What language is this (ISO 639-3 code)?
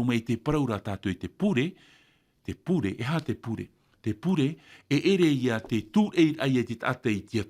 tah